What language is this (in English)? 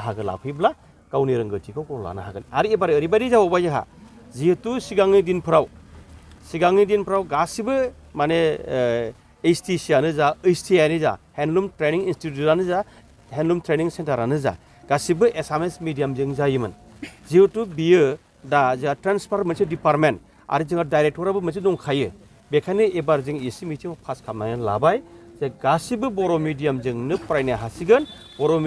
Bodo